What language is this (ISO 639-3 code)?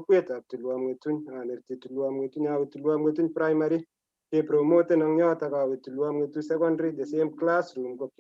kln